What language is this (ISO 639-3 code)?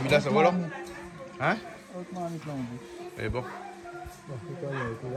rcf